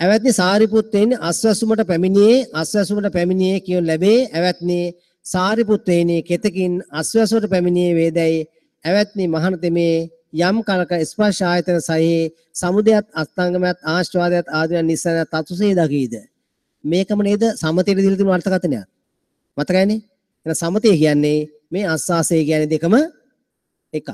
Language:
Sinhala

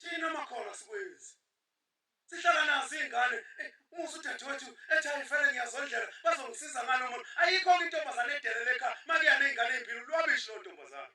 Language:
Zulu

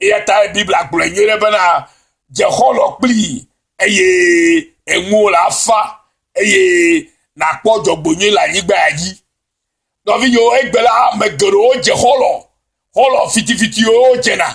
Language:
Ewe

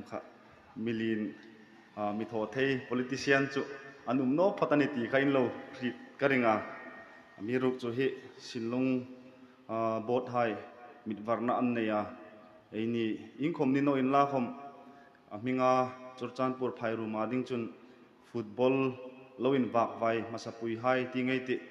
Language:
Hmar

